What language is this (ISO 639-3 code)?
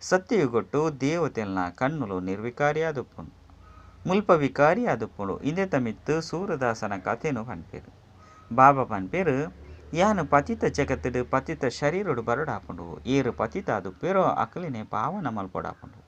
tcy